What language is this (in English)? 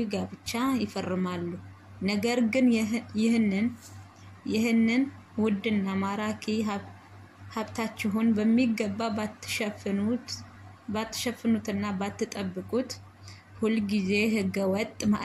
Amharic